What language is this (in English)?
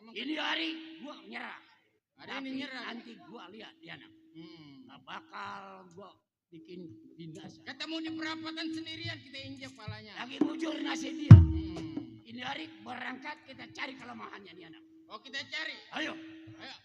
Betawi